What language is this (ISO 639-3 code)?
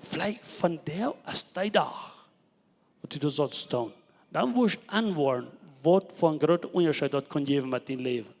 pdt